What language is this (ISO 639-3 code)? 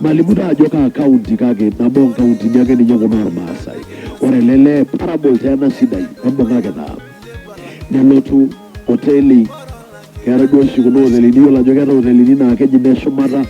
mas